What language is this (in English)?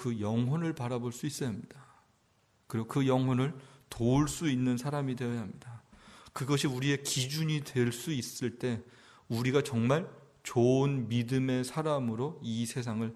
Korean